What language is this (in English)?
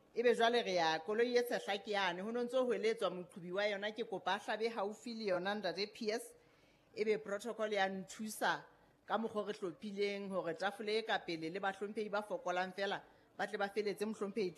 Southern Sotho